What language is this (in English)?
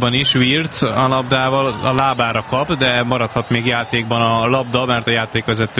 Hungarian